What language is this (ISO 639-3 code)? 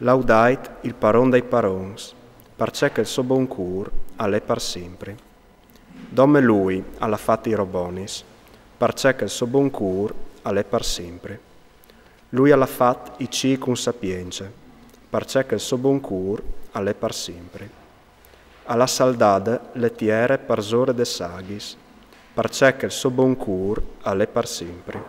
fur